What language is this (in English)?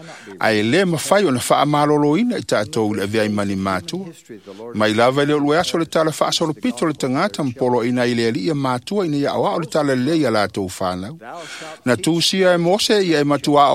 Samoan